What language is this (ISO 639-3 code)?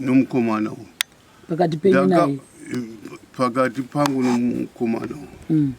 sna